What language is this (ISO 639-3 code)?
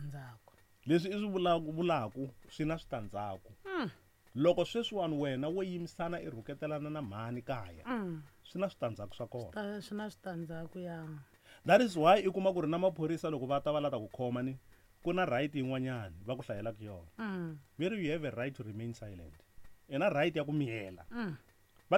tso